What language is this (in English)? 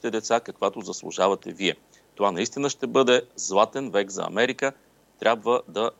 Bulgarian